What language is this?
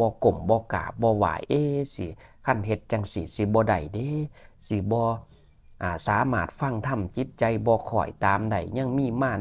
Northeastern Thai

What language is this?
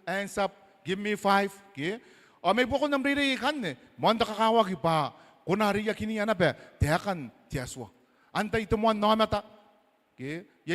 Gilbertese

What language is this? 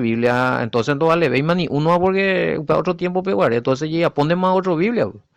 Guarani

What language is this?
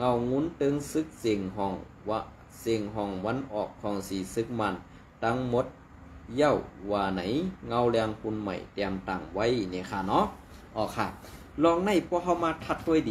Shan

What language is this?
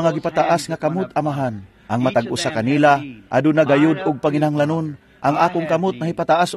Cebuano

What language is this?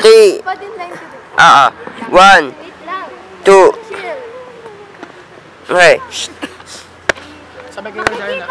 Filipino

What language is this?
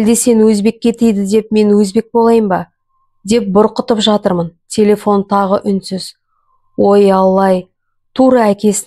Kazakh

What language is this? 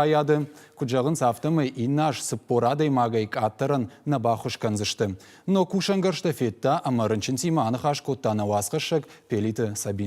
Ossetic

